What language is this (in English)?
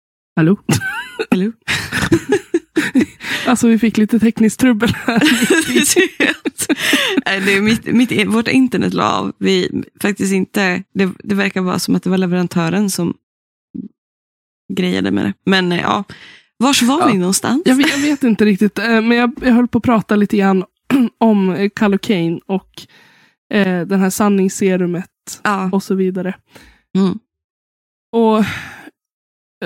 Swedish